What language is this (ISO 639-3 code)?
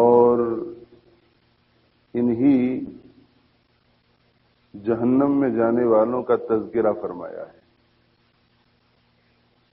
urd